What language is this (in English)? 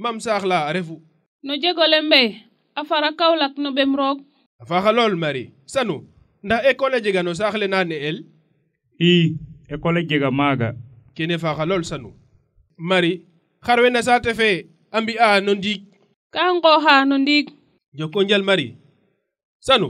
Serer